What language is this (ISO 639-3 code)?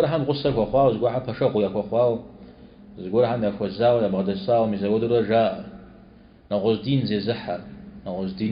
kbd